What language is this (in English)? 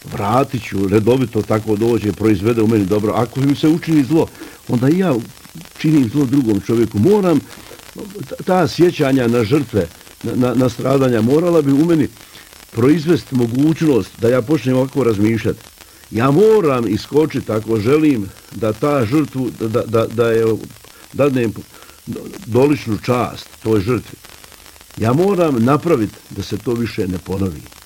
Bosnian